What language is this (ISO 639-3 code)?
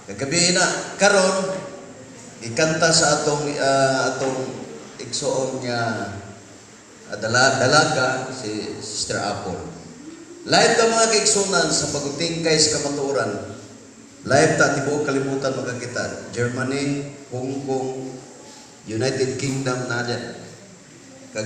ceb